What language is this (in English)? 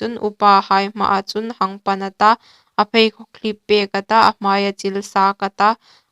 Hmar